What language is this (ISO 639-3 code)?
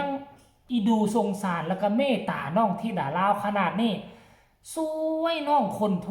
tts